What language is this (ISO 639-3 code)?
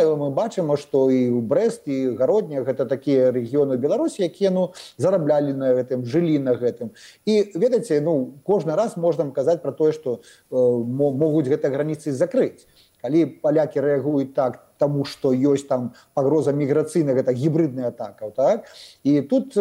bel